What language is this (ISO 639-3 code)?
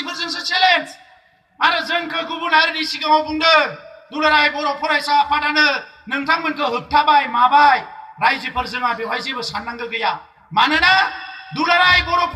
brx